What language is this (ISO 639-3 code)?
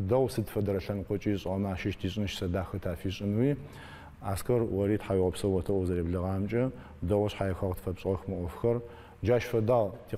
ady